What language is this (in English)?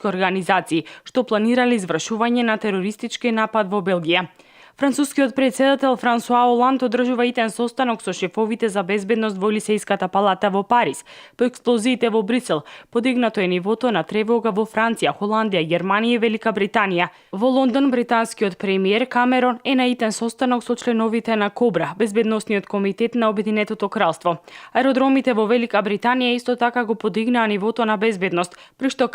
Macedonian